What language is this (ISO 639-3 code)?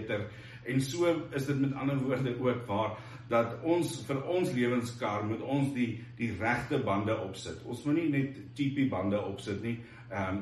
afr